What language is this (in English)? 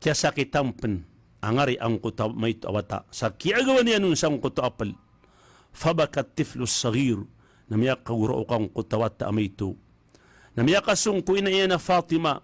Maranao